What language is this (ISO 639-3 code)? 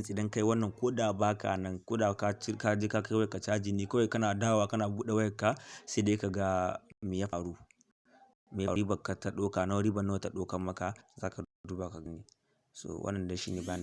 hau